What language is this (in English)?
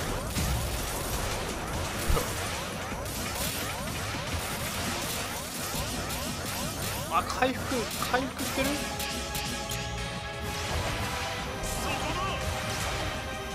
Japanese